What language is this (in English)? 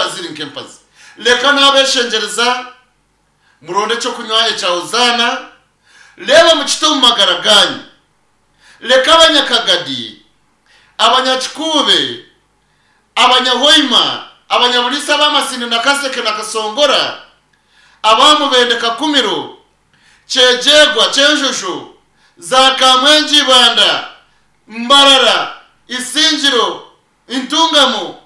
Nyankole